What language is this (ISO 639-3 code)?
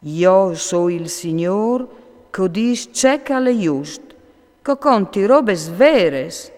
fur